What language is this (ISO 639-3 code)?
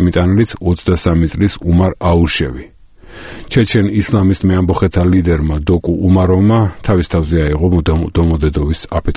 kat